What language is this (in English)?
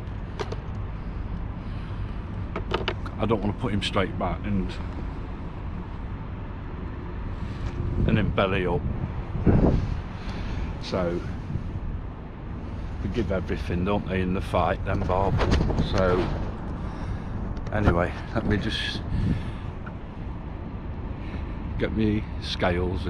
English